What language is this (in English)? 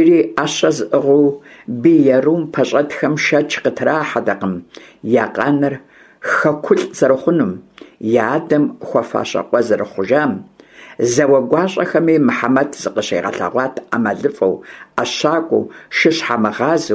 Kabardian